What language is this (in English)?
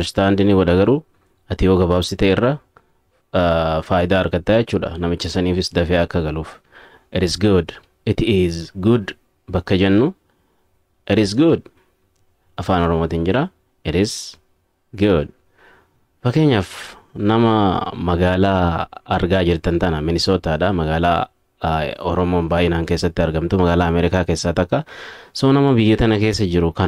Oromo